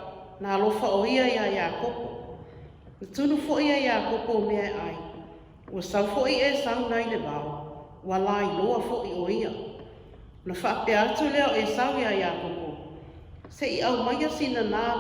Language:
Samoan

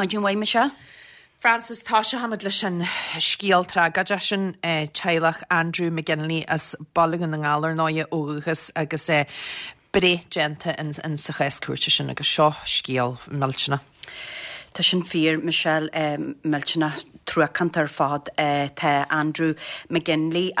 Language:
Irish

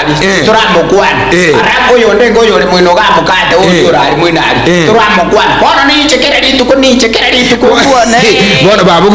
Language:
Gusii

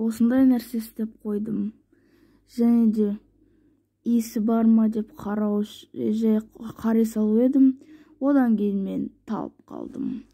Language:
Kazakh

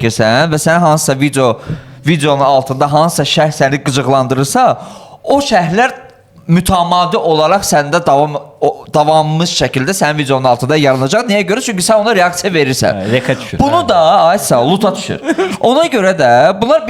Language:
Azerbaijani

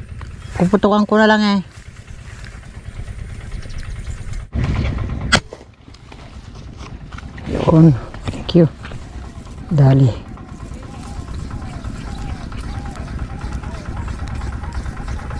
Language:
Filipino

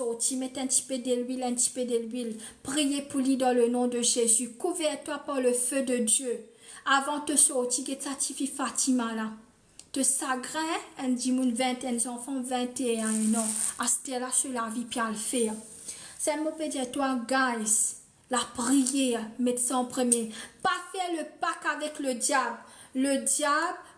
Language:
Morisyen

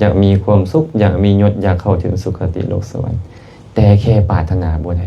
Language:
Lao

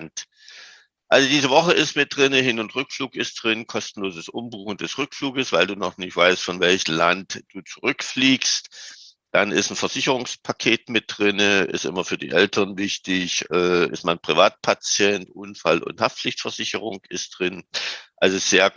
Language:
German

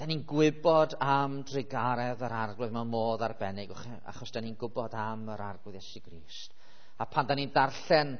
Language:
Welsh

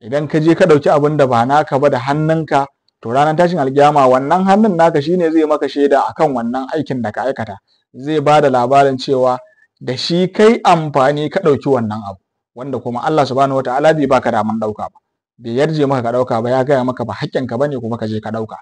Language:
Hausa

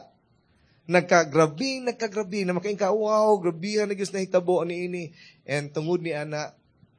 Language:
Cebuano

